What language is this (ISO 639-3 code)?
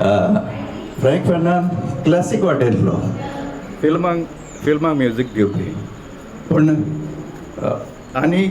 kok